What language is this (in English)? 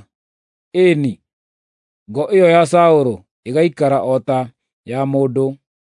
Kikuyu